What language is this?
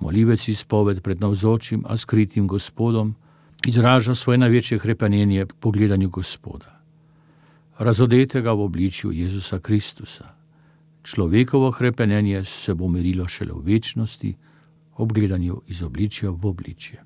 Slovenian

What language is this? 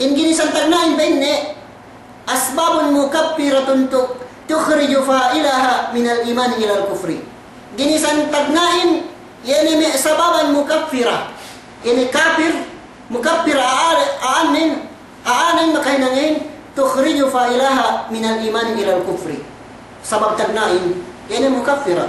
Yakan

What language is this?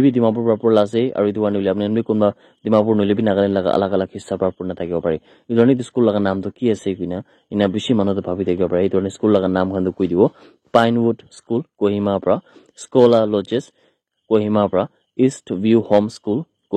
Naga Pidgin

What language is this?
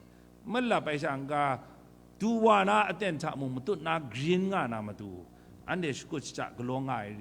Kachin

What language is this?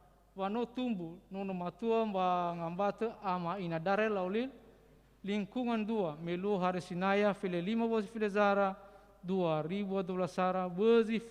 Nias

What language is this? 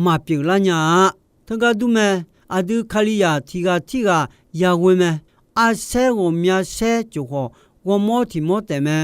Akha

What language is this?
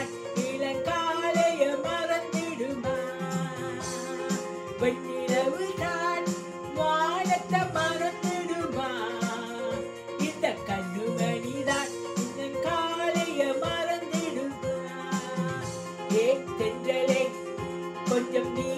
Tamil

